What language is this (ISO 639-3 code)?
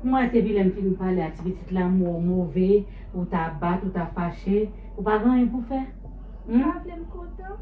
hat